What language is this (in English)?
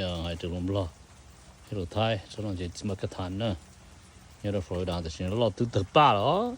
Hmong